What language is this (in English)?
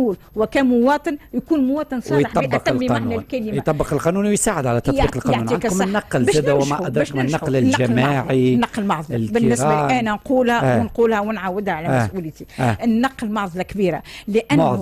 Tunisian Arabic